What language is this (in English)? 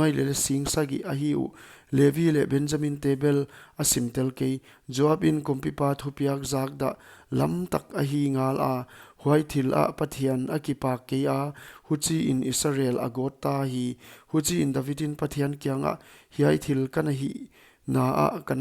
Paite Chin